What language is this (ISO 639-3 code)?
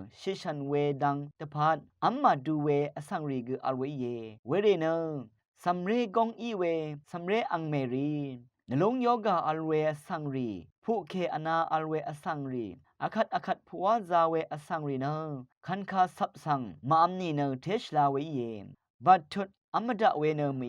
raw